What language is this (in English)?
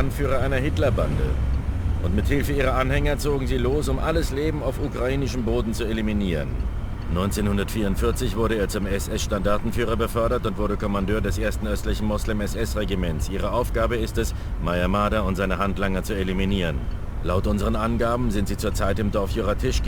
Bavarian